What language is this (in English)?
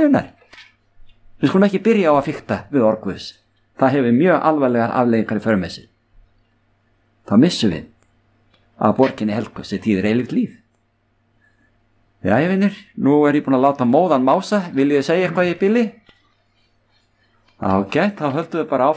Icelandic